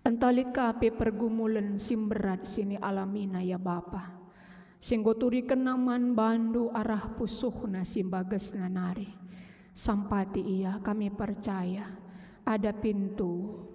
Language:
Batak Karo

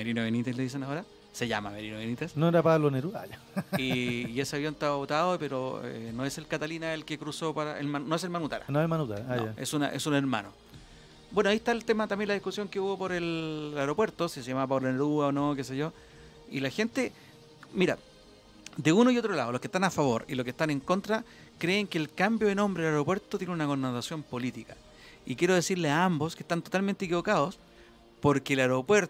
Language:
Spanish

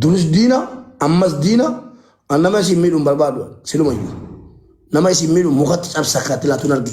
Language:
Oromo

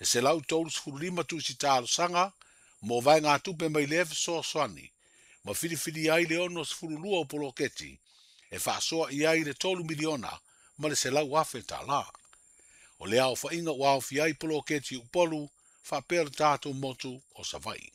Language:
Samoan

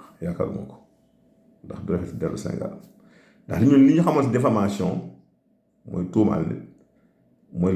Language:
Wolof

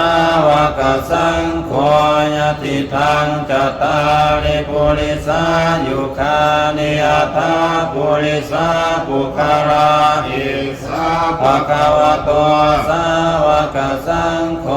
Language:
Pali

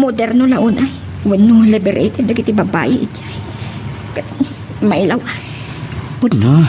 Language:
Iloko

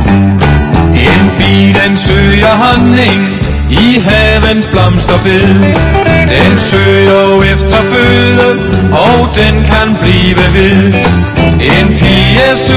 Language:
Danish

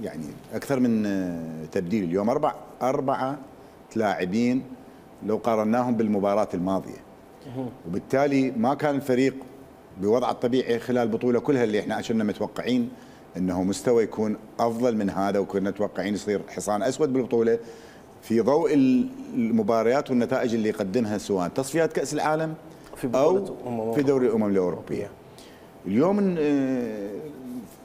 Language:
Mesopotamian Arabic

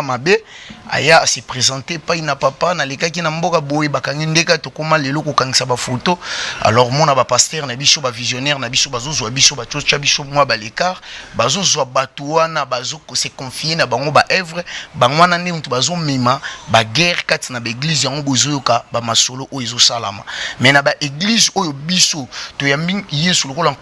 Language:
Lingala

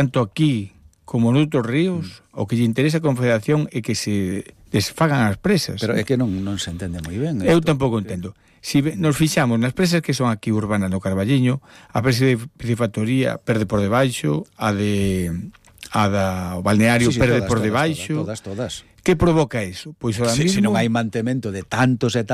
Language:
Galician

